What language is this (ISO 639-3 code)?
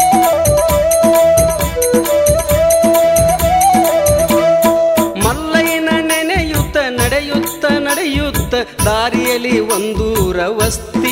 kan